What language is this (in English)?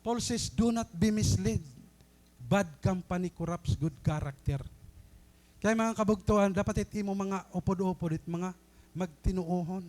Waray